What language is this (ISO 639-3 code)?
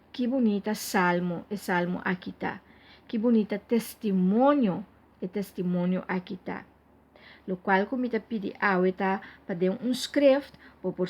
pap